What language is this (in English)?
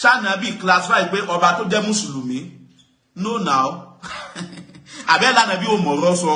Yoruba